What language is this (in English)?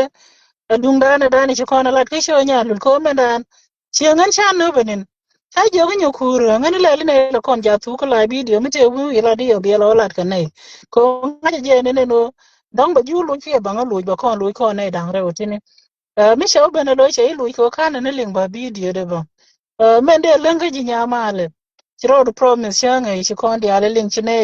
Nuer